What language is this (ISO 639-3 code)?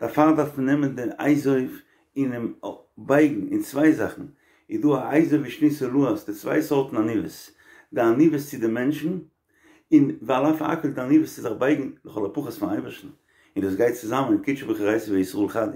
yid